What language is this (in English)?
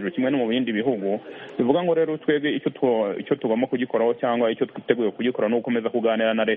Kinyarwanda